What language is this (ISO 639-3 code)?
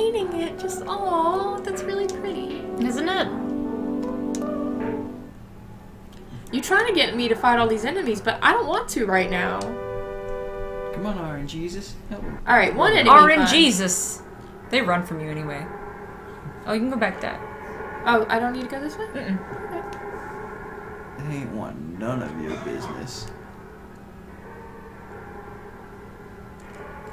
eng